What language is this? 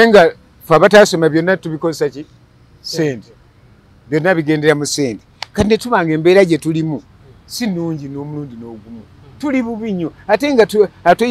Ganda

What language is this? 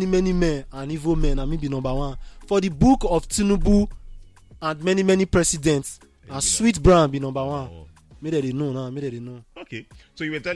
Nigerian Pidgin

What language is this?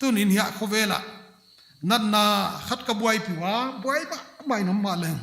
Paite Chin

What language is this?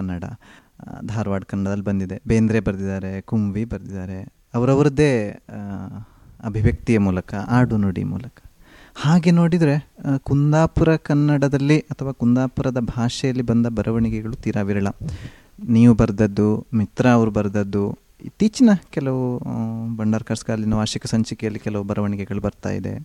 Kannada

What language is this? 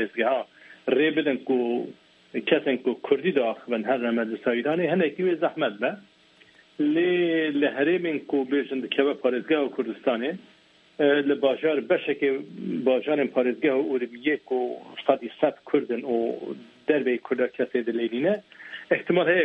Kurdish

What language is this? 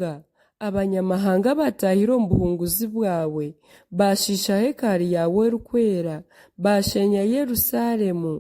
Nyankole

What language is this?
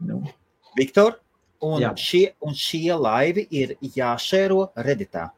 Latvian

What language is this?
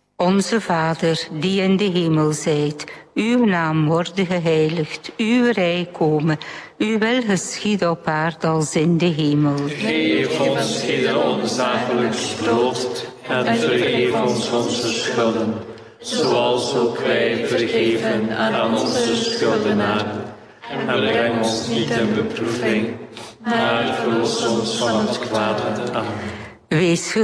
Dutch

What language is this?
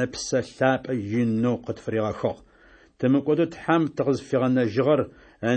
Adyghe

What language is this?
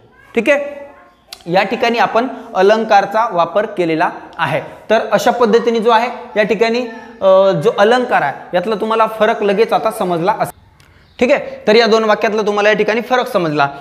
Marathi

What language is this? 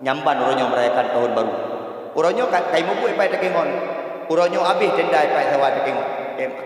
Achinese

